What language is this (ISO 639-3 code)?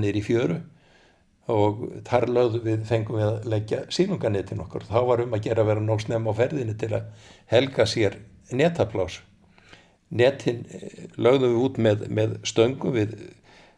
isl